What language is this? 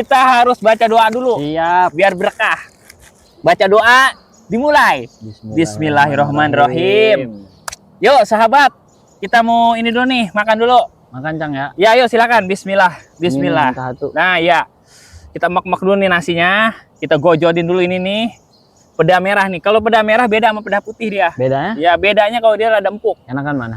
Betawi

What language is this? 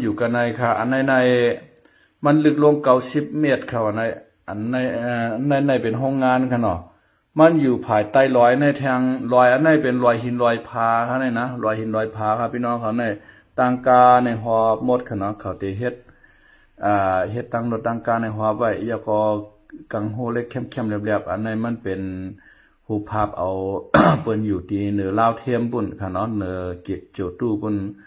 Shan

